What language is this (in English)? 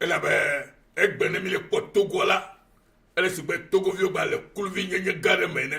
Ewe